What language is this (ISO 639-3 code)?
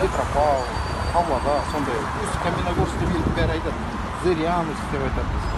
kaz